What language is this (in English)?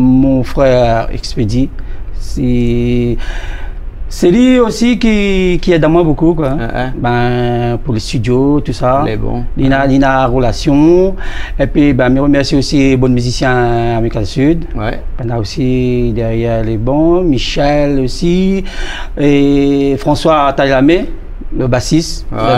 Réunion Creole French